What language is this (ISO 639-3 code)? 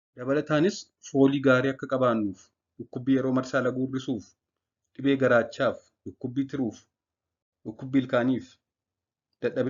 orm